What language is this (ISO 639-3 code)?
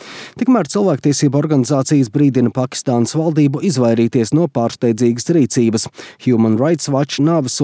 lav